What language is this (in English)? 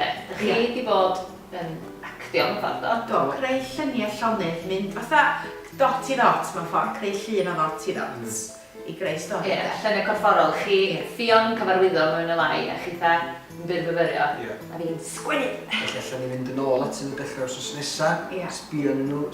Welsh